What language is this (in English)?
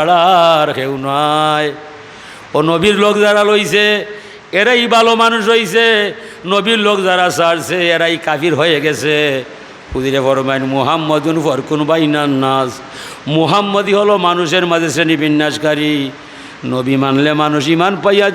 Sylheti